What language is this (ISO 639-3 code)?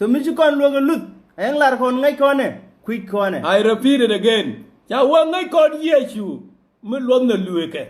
nus